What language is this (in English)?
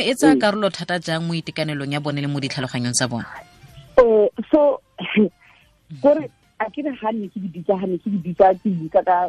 Tswana